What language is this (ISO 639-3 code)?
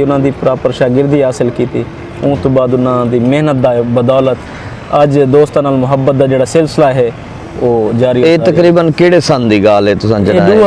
skr